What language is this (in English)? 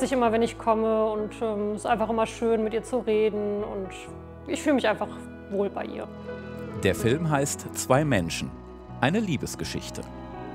German